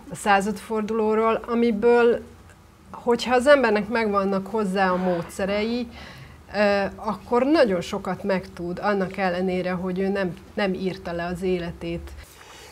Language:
Hungarian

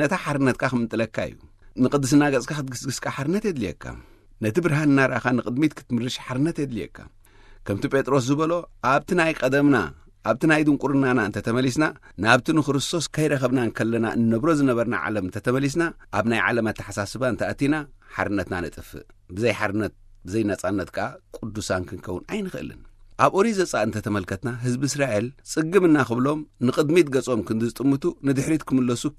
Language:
Tigrinya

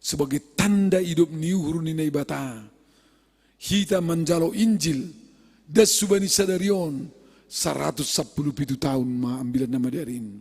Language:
Batak Simalungun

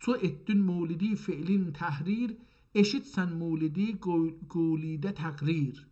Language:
South Azerbaijani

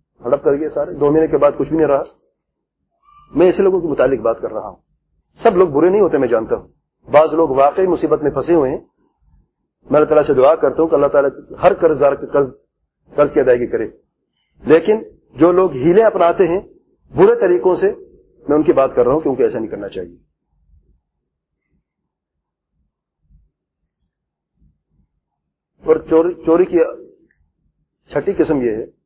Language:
Urdu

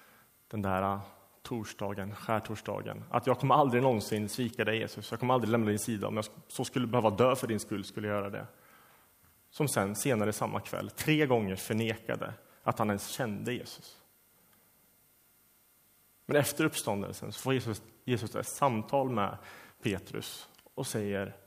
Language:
Swedish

